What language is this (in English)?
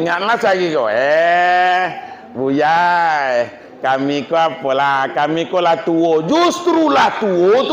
Minangkabau